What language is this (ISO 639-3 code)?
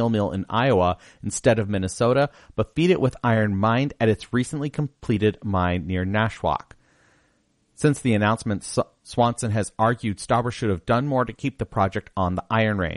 eng